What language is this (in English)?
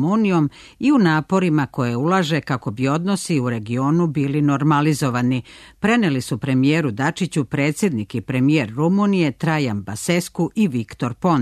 Serbian